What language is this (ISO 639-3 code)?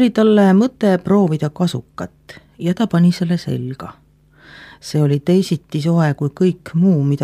est